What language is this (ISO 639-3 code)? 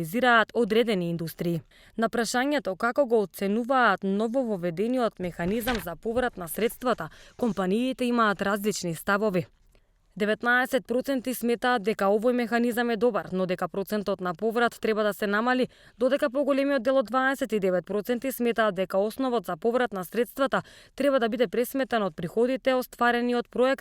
mkd